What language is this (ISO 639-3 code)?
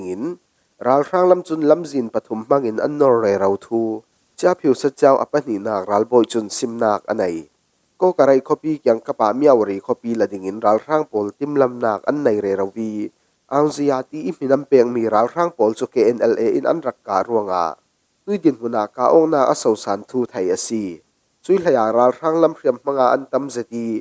cfm